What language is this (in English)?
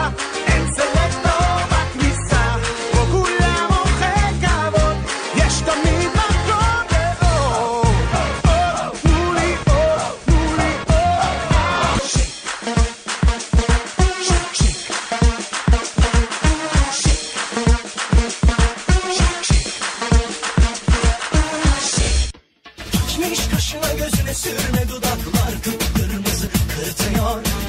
Hebrew